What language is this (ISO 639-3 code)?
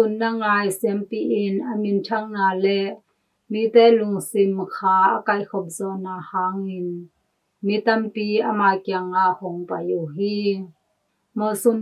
ctd